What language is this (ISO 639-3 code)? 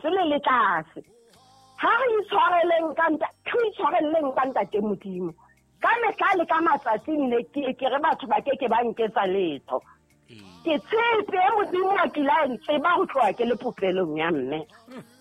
sot